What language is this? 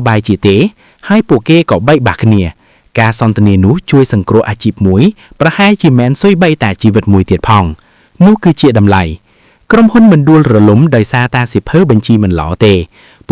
Khmer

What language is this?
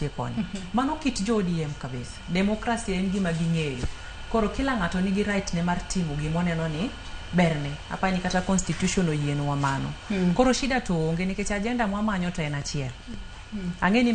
Luo (Kenya and Tanzania)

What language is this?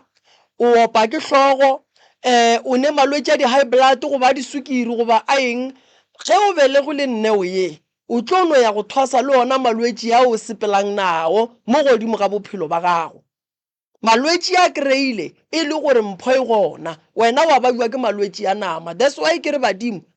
Northern Sotho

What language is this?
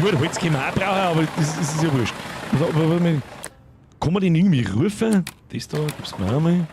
Bavarian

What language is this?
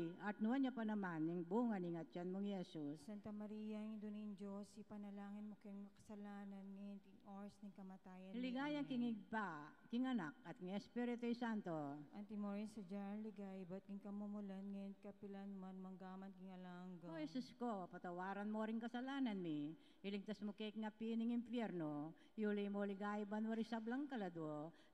Pampanga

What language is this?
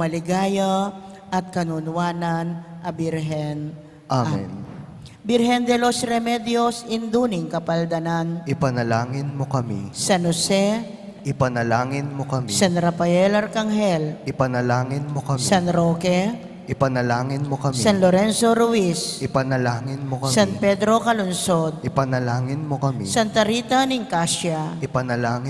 Pampanga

